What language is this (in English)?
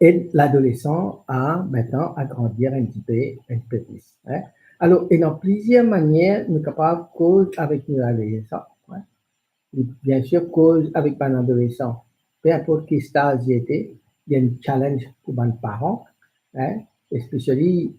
Morisyen